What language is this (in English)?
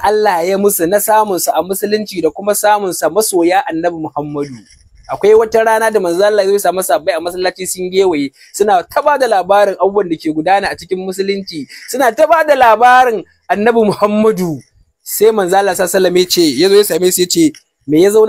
Hausa